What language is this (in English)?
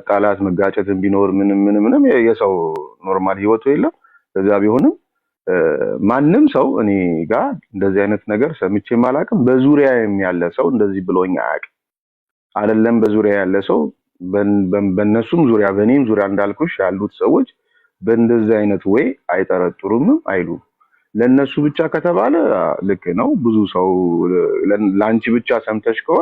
Amharic